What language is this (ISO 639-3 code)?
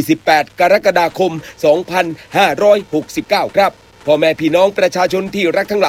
tha